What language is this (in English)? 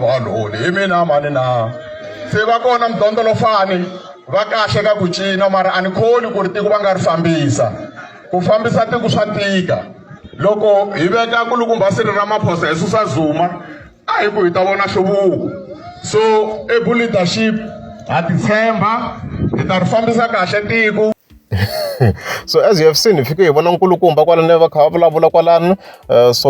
Tsonga